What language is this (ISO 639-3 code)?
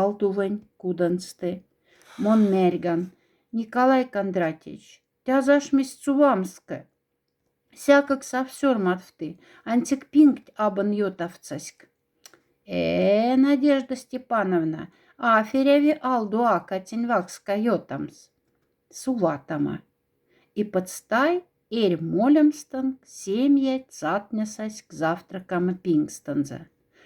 mdf